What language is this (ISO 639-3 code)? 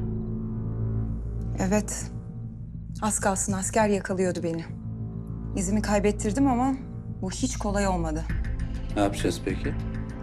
tur